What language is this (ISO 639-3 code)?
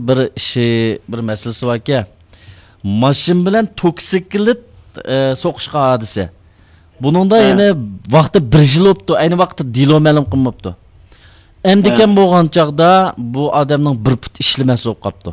uig